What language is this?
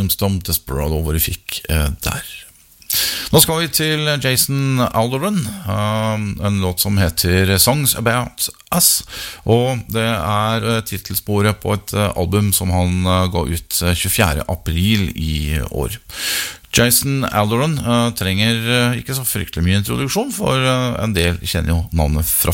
Norwegian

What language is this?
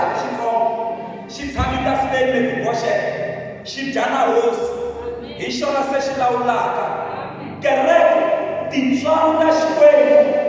Tsonga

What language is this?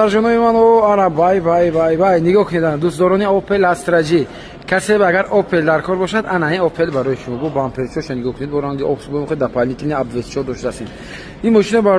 Tajik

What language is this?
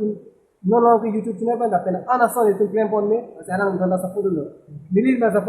Karbi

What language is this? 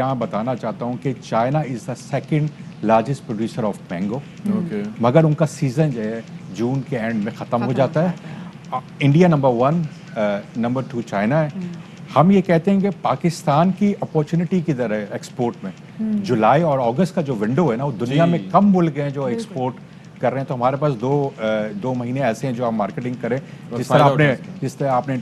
Urdu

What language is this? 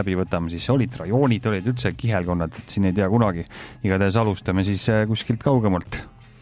Estonian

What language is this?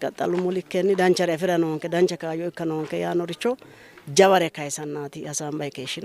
Sidamo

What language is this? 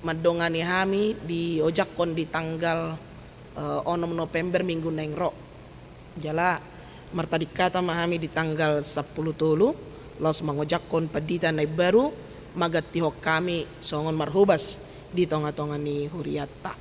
Batak Toba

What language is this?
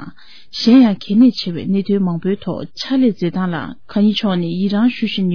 Tibetan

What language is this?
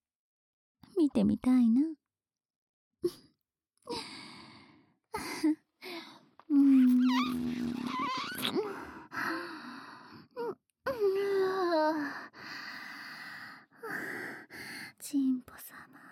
Japanese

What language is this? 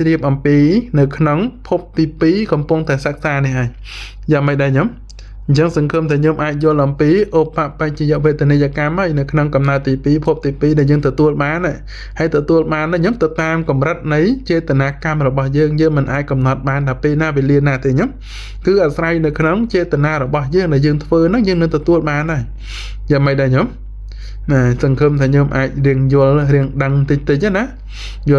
Khmer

